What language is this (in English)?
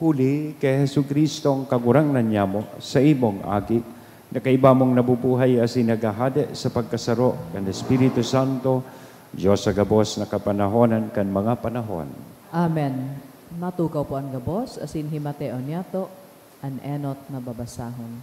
Bikol